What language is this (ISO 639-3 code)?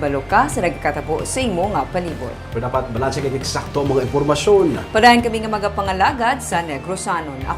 hil